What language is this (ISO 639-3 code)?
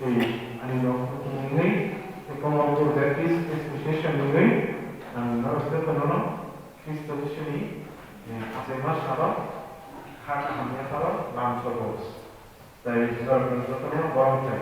trp